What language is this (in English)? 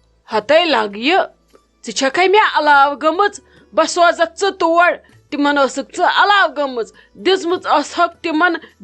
Kashmiri